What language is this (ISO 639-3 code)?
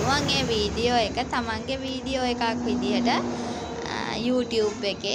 sin